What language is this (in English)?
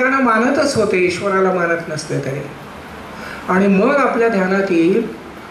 Marathi